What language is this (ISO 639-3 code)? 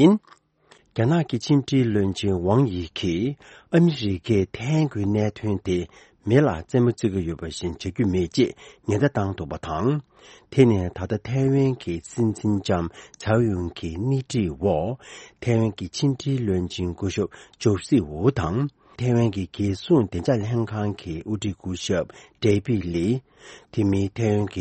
bod